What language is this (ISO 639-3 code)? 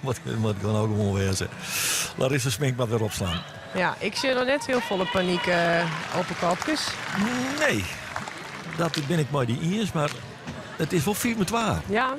fry